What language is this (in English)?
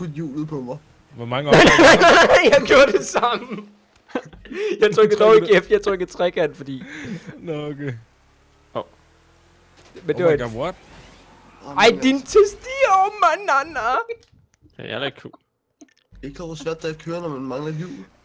Danish